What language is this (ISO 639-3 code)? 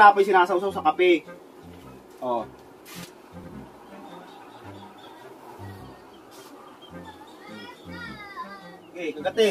fil